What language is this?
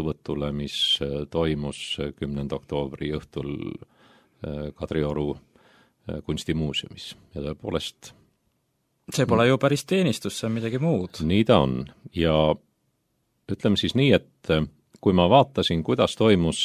Estonian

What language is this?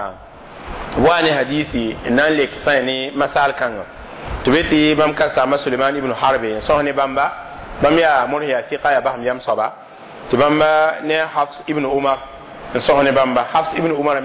Mossi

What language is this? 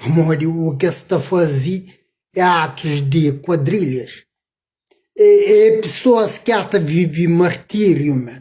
Kabuverdianu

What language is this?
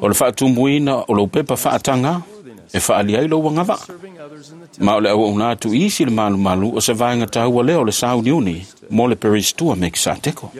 Samoan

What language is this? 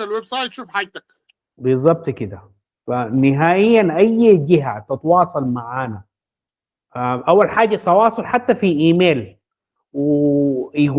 Sudanese Arabic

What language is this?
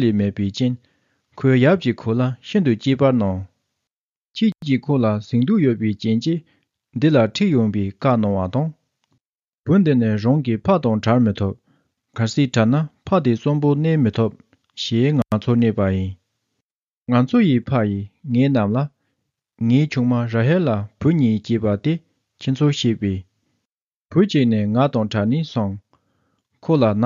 Tibetan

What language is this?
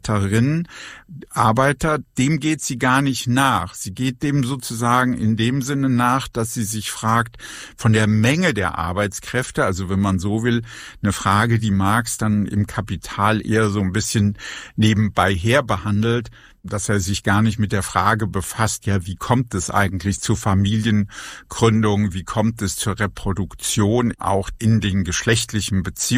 German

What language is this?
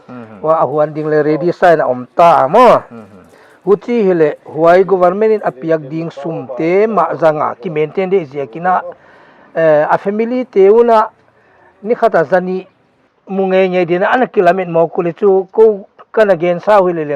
Paite Chin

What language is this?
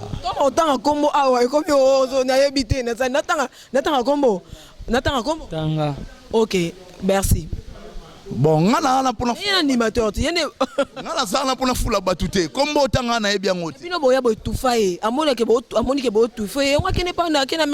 Lingala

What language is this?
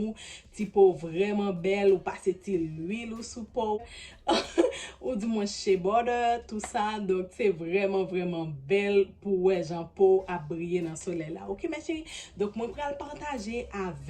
Haitian Creole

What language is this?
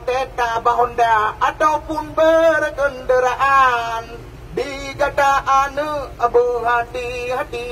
Achinese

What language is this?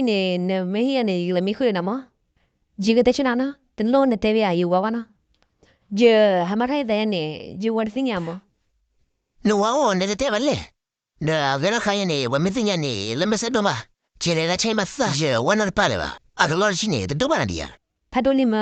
S'gaw Karen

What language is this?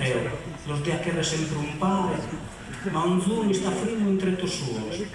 Sardinian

